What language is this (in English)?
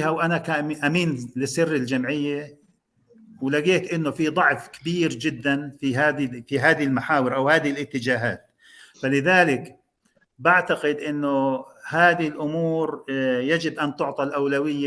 North Levantine Arabic